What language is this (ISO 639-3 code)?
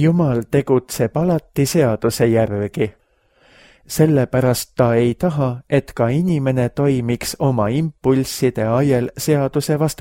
est